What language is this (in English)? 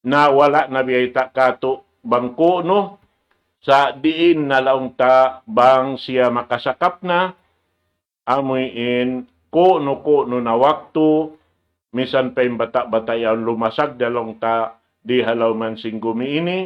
Tausug